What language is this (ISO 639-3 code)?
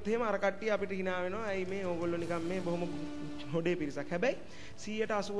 sin